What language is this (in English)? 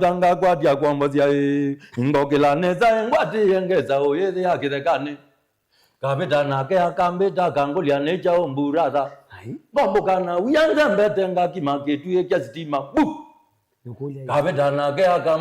Kamba